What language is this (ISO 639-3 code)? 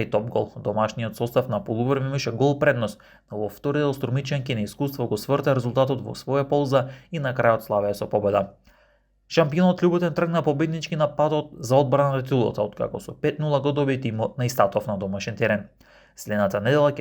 mkd